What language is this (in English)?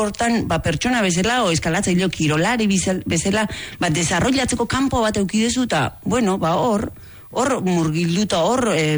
Basque